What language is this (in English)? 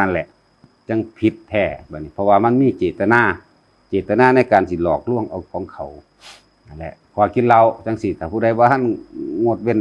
Northeastern Thai